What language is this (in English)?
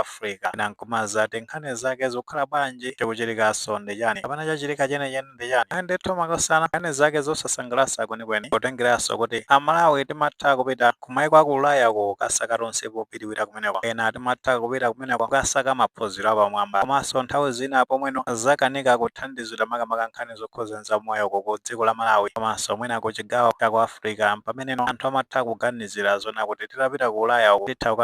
Nyanja